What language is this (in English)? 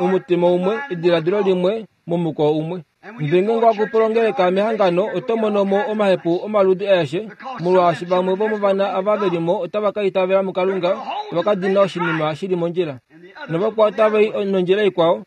Kuanyama